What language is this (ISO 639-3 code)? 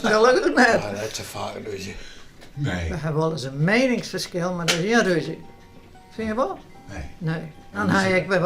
fry